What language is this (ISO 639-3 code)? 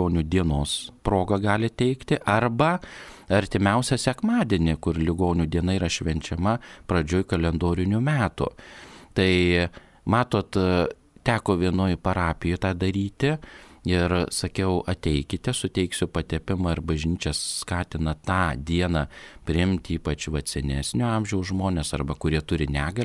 lit